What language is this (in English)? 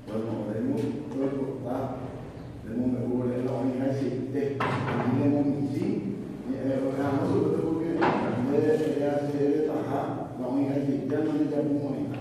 Guarani